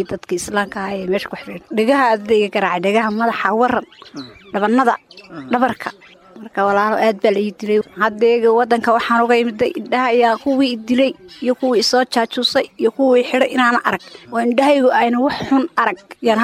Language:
Somali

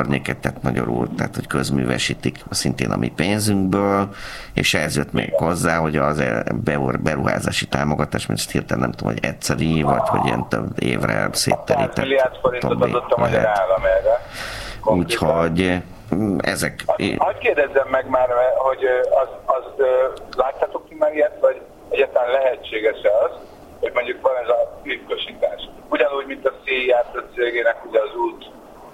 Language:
Hungarian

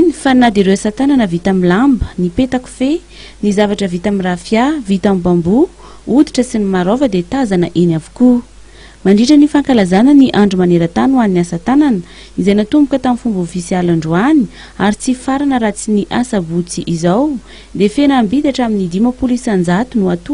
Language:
Malagasy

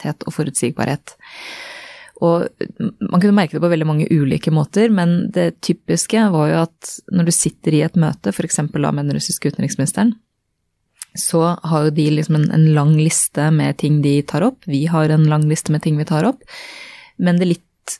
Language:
Norwegian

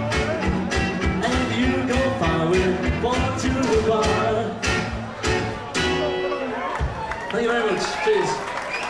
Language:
English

